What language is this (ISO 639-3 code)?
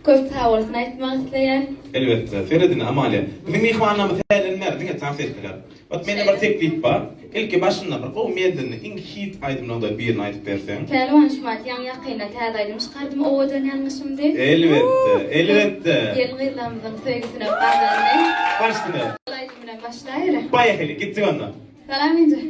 tuk